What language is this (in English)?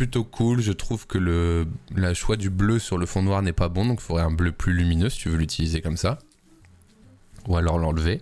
French